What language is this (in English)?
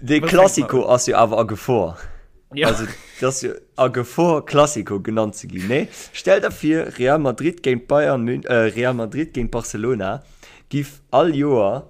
Luxembourgish